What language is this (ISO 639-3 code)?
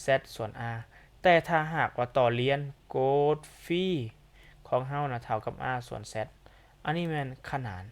lao